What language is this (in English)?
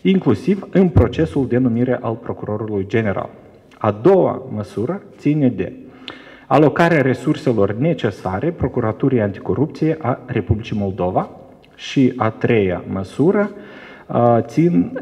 Romanian